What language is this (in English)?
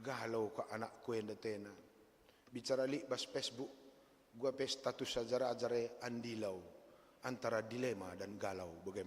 Batak Karo